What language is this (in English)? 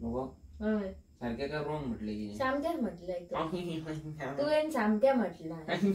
Konkani